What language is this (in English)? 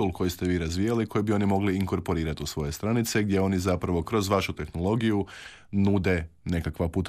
Croatian